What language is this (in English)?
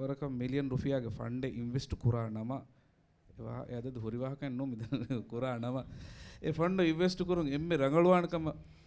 Divehi